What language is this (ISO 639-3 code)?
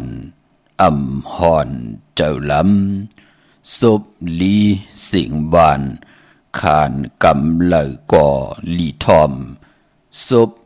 shn